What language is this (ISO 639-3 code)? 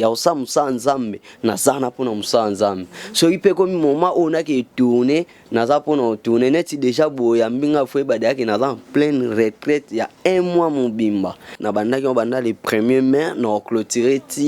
lin